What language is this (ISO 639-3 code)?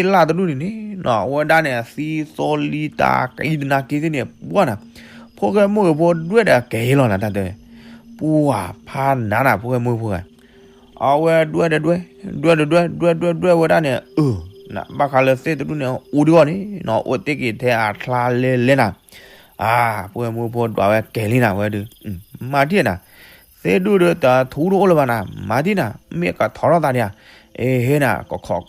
ksw